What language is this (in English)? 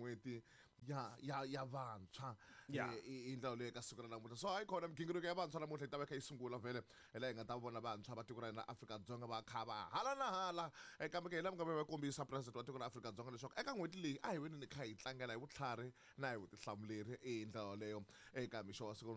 Tsonga